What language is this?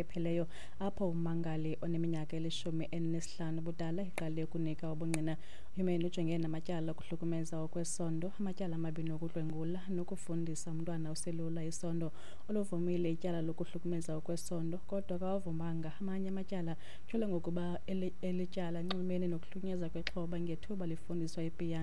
Xhosa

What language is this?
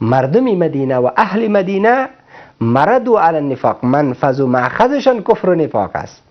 Persian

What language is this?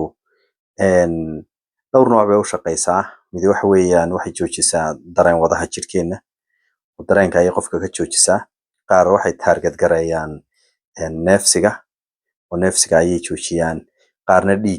Somali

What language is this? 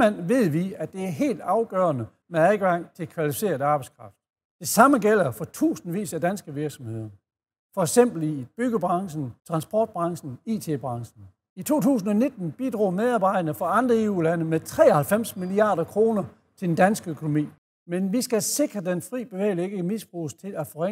Danish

